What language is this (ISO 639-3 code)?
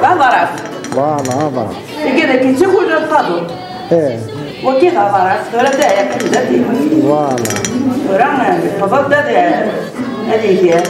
kab